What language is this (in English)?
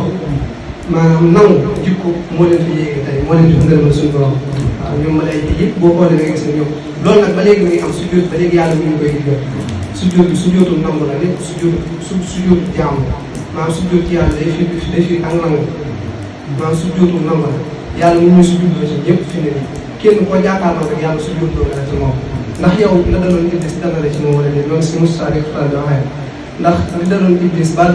Wolof